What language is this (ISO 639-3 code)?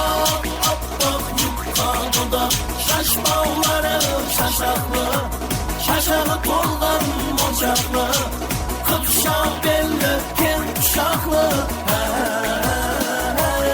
kaa